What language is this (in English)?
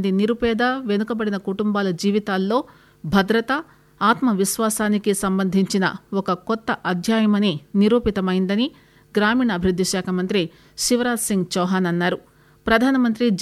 Telugu